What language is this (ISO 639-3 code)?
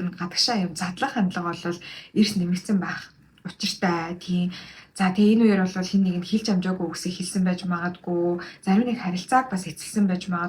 mon